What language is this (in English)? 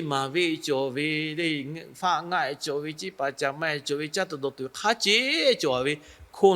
Lahu